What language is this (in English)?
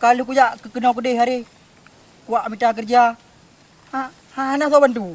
Achinese